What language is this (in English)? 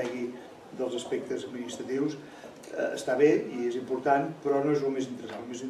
Catalan